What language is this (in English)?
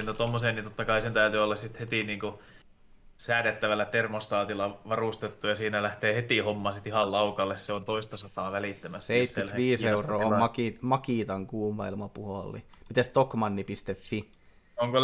Finnish